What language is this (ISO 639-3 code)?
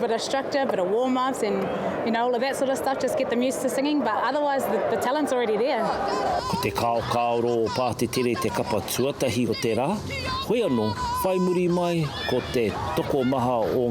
mri